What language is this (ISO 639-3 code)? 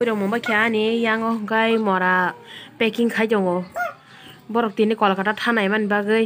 trp